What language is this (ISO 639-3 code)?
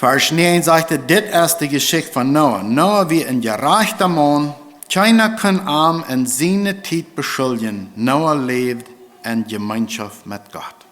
pdt